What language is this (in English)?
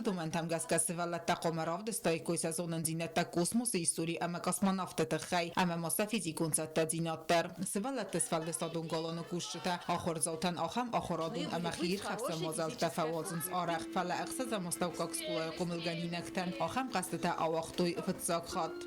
Ossetic